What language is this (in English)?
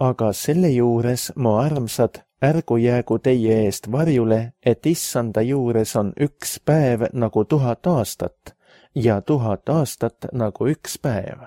Estonian